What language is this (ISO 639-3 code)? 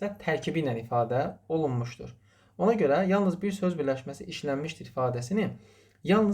aze